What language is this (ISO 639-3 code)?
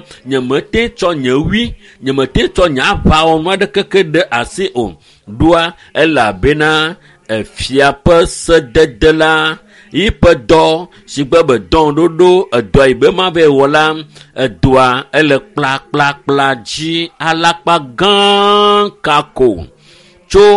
ewe